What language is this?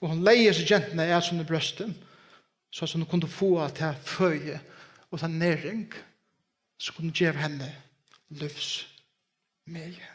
Faroese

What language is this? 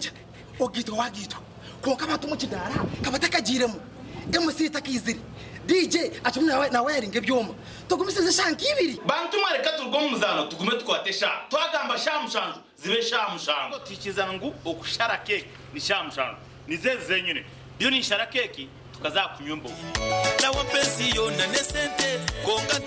Nyankole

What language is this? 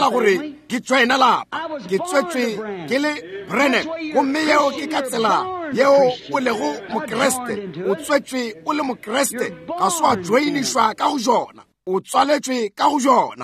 Northern Sotho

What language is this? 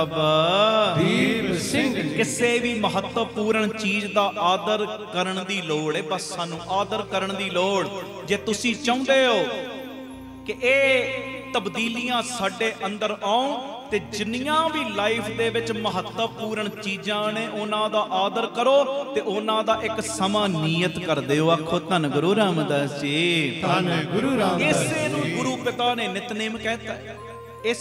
Punjabi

